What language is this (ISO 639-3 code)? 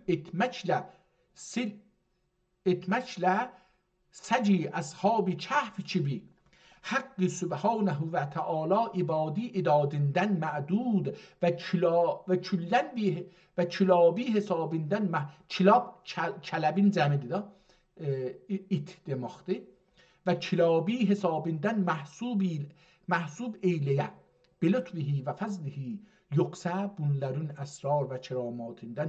azb